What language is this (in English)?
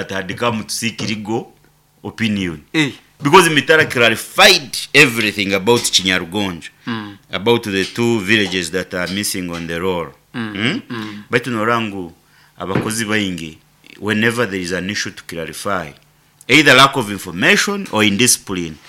Nyoro